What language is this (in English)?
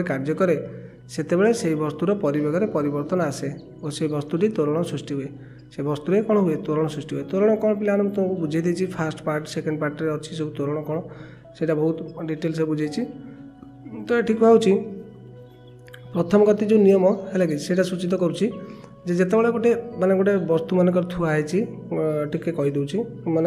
Odia